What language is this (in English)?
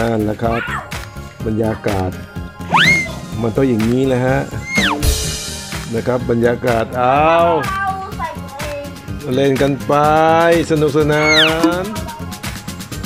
Thai